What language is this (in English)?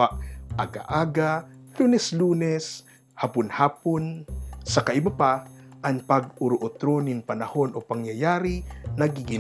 Bikol